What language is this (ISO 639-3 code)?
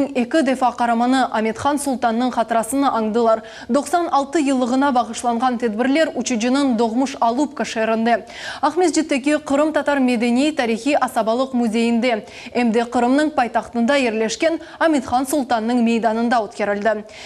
crh